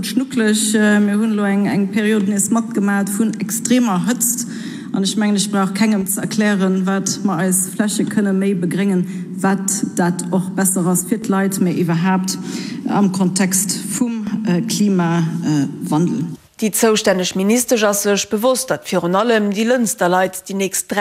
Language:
Luxembourgish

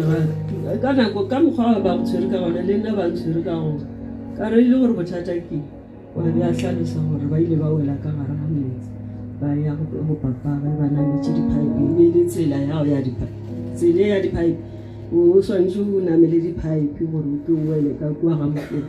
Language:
Southern Sotho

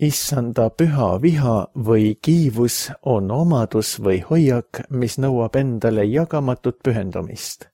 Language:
Estonian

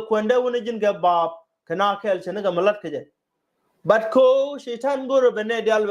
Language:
Nuer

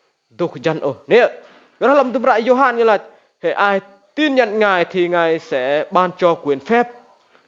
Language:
Rade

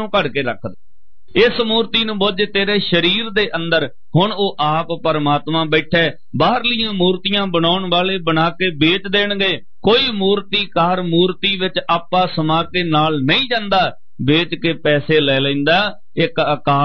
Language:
Punjabi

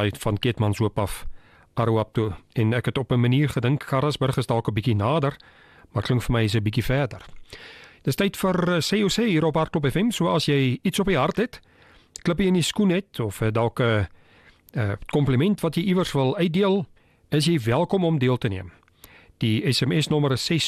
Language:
Afrikaans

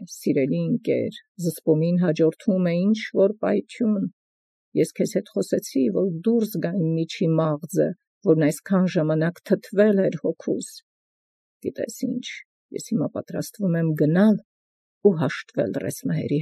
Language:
Armenian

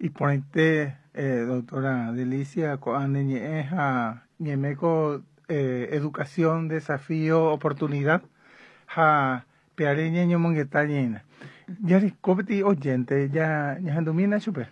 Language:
Guarani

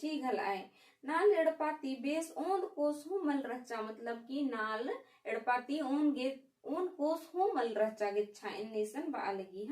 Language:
Kurukh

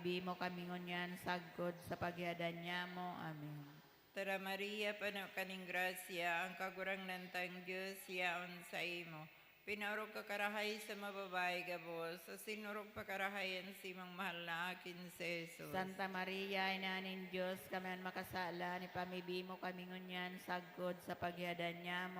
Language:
Bikol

